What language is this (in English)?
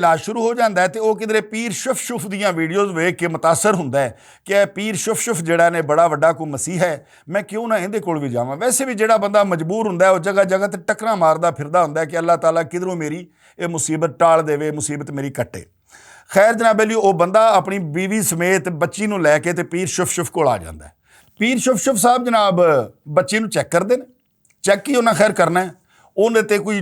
Western Panjabi